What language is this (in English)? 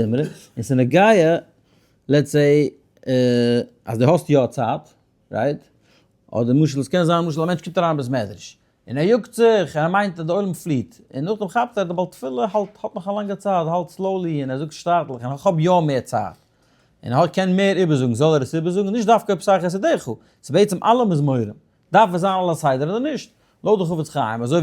Yiddish